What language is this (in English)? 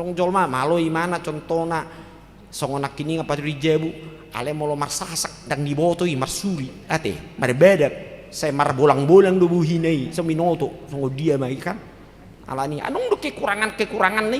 Batak Toba